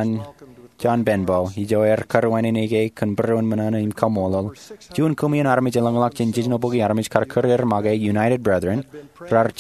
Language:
Marshallese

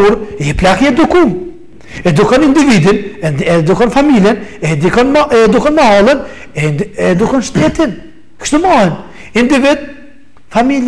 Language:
Albanian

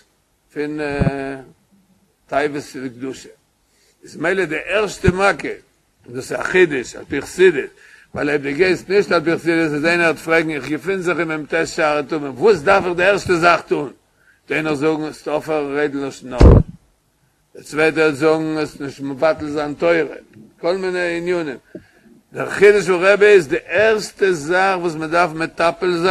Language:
Yiddish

